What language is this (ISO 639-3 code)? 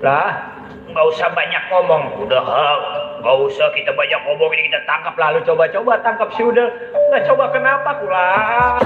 bew